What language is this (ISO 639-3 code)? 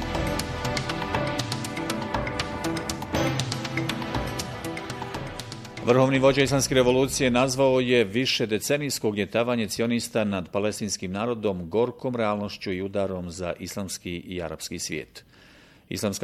bos